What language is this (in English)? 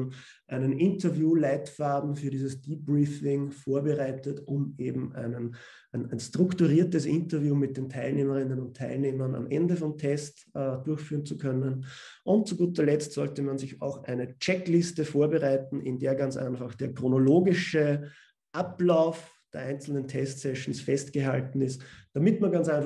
German